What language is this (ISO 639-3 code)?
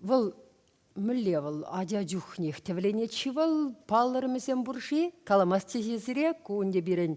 chv